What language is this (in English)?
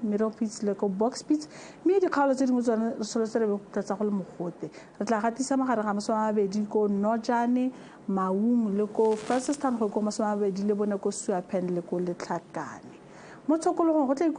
Tswana